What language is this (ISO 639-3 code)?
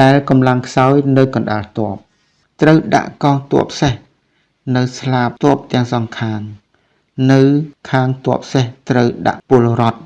khm